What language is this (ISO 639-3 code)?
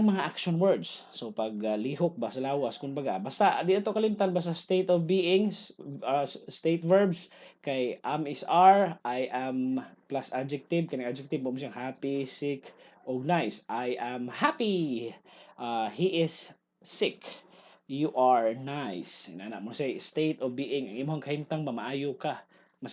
ceb